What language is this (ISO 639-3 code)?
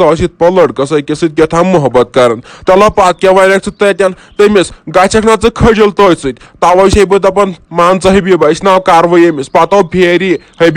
kas